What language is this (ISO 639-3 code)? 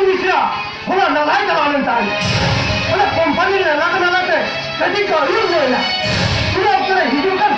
sat